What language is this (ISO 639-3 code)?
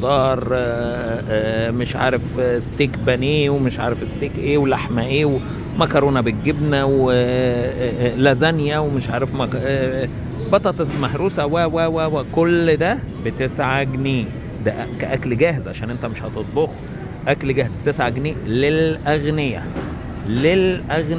arz